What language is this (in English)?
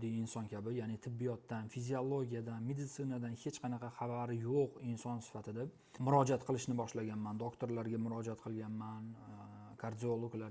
Uzbek